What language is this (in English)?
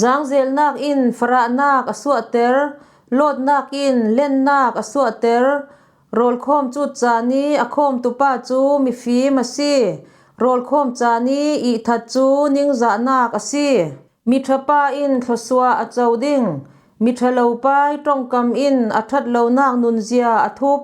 Falam Chin